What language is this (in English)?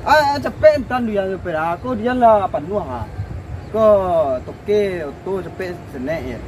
Minangkabau